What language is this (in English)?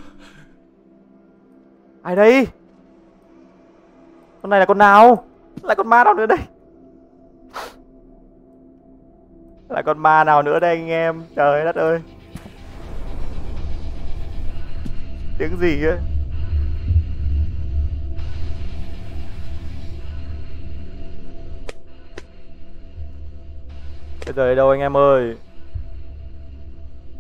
Vietnamese